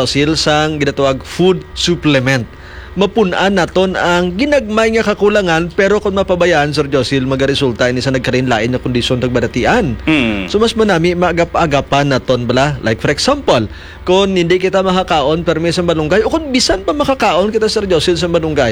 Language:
Hiligaynon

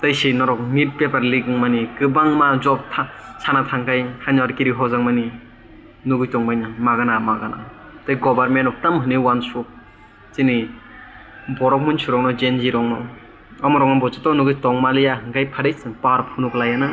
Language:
Kok Borok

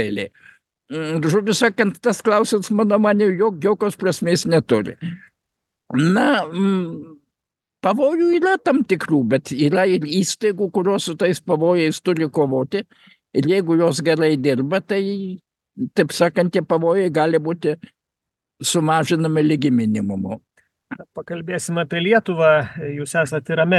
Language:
Lithuanian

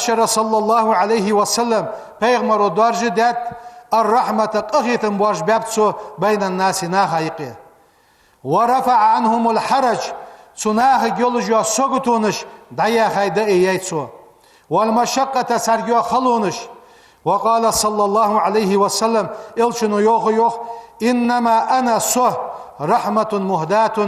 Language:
Ingush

